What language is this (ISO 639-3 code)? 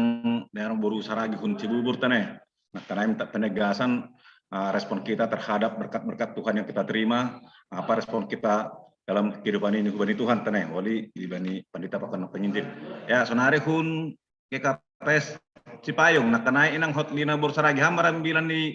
bts